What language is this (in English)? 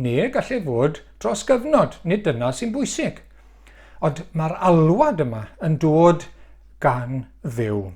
Welsh